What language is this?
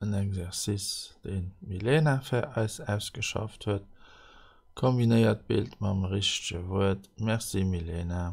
Luxembourgish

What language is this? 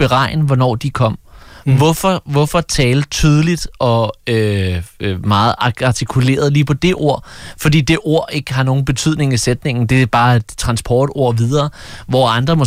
Danish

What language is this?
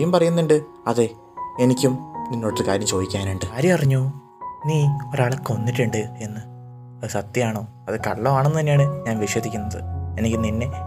Malayalam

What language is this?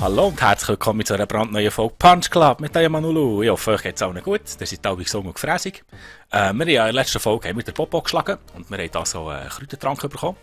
Swiss German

